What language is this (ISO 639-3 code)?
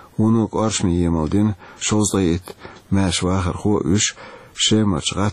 che